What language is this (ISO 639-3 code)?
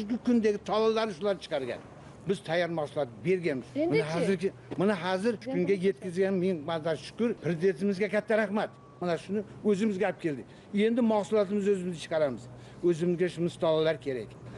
uzb